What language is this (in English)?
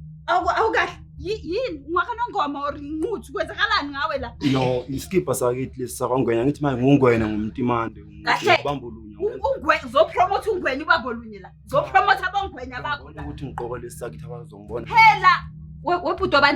Zulu